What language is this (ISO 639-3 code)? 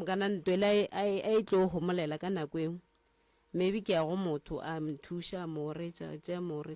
nso